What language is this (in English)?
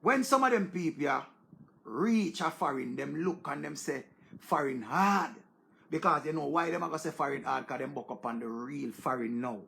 Jamaican Creole English